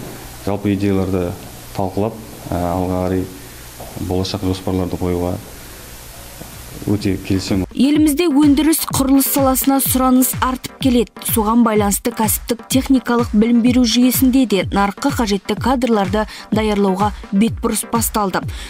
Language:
Kazakh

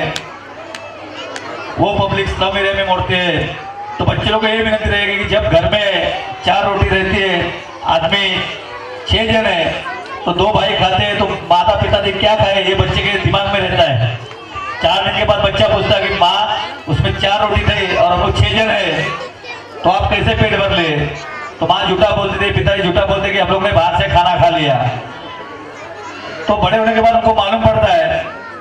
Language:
Hindi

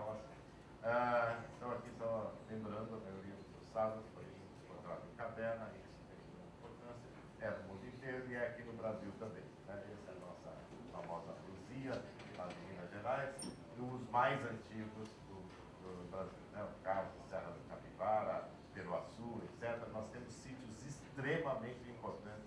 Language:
Portuguese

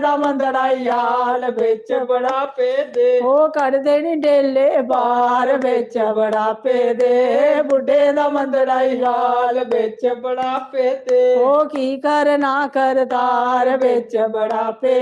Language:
Dogri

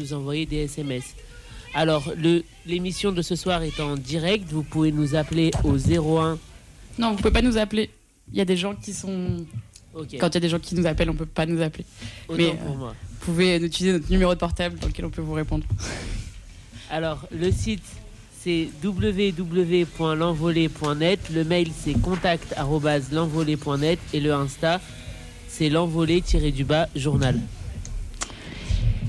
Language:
French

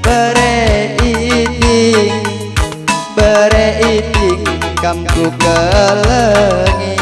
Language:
Batak Karo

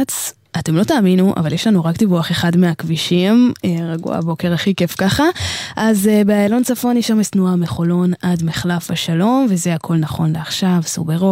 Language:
Hebrew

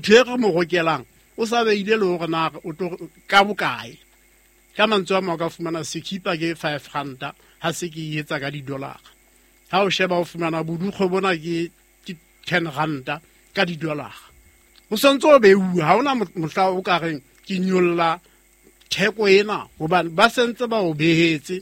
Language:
Southern Sotho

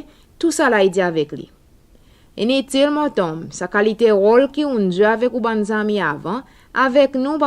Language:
Seselwa Creole French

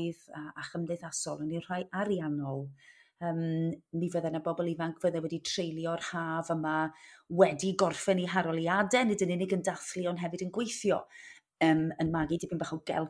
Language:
Welsh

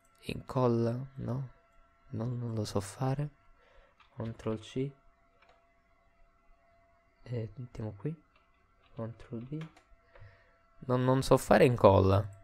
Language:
Italian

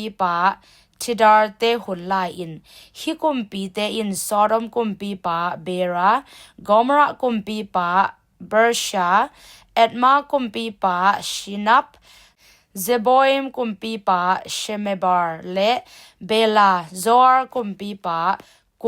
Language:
Tedim Chin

